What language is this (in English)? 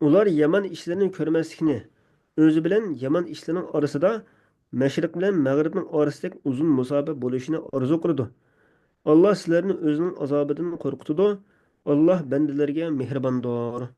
Uyghur